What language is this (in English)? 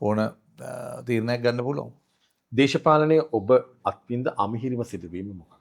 Sinhala